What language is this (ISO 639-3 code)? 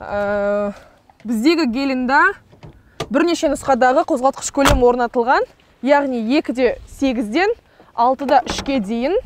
kaz